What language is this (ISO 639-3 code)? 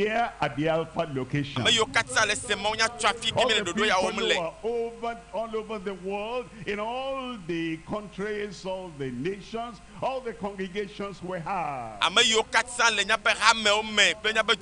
ewe